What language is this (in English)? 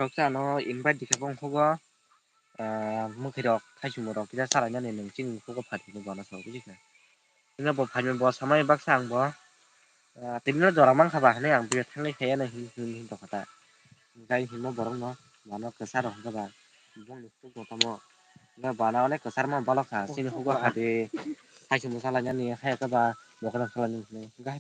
Kok Borok